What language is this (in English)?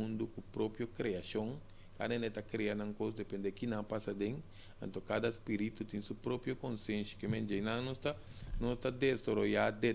Papiamento